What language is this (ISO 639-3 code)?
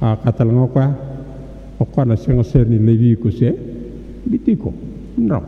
fij